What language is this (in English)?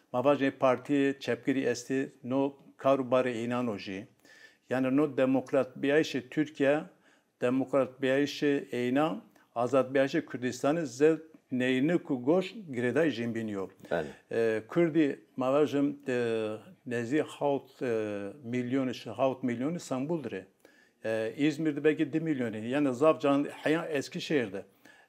Zaza